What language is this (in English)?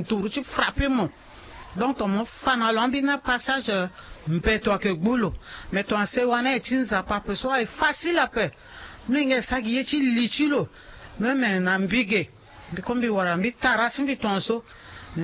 Sango